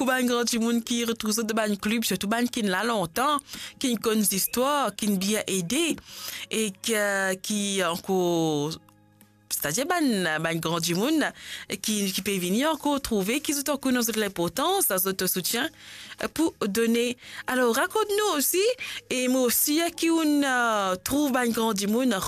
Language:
Morisyen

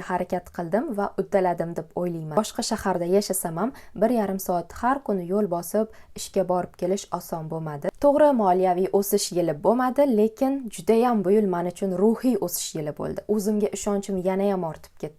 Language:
Uzbek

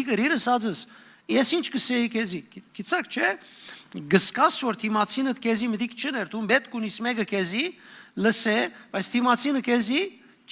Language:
Western Armenian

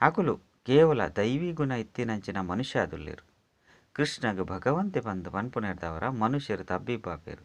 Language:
Tulu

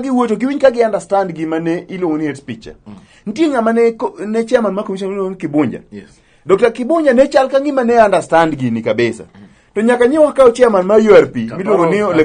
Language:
Luo (Kenya and Tanzania)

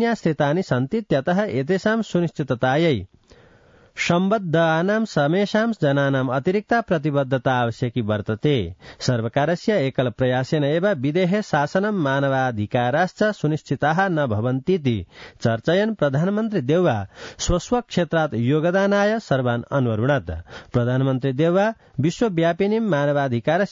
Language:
Sanskrit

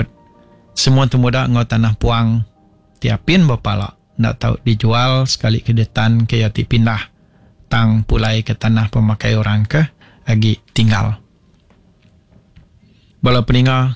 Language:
Iban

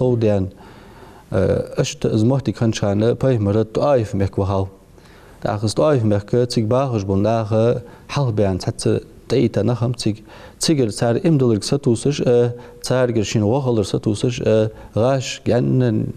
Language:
Ingush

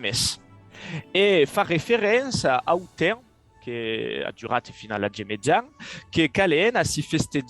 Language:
Occitan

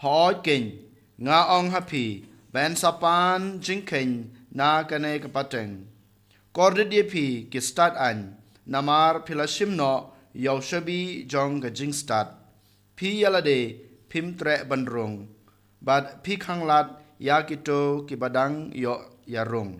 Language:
Khasi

